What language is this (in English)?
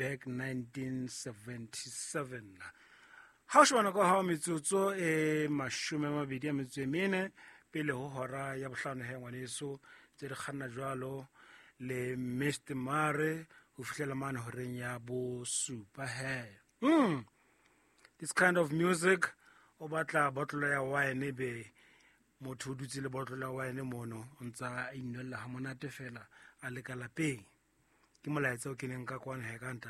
Southern Sotho